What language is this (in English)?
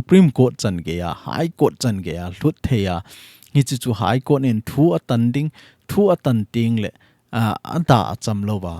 Thado Chin